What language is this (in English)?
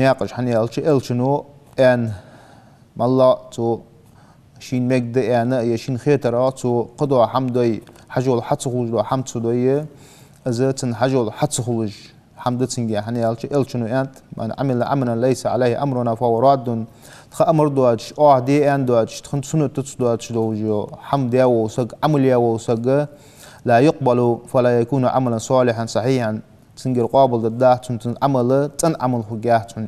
Ingush